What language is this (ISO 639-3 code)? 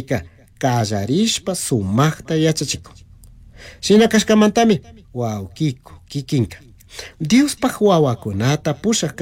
qug